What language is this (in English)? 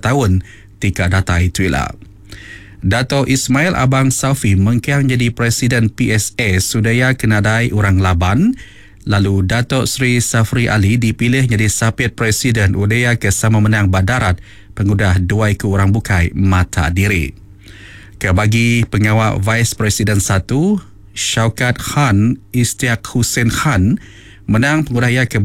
Iban